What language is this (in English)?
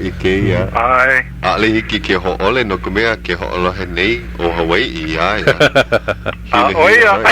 Hawaiian